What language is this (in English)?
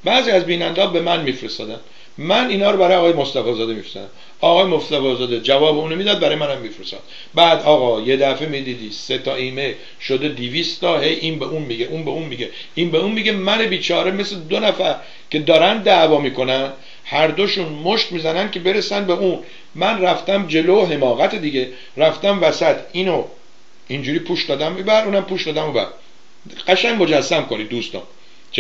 Persian